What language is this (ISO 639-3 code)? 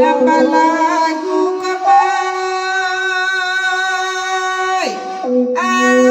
min